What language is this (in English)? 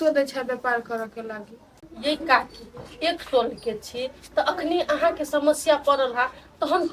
Maithili